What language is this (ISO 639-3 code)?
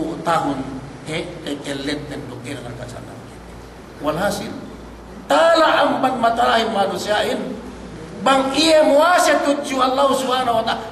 yka